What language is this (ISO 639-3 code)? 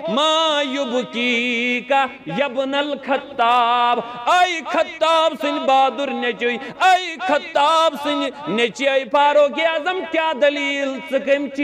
kas